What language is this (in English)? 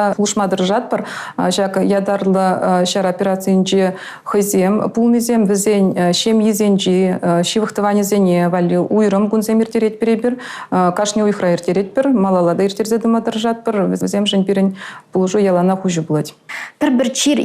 Chuvash